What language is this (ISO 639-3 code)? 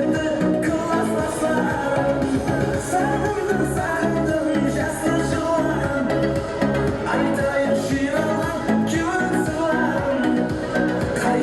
kaa